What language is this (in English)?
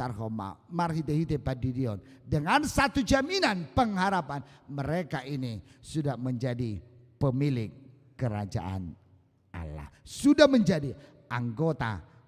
Batak Toba